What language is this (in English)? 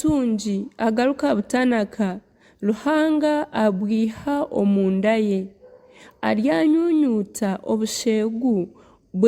Nyankole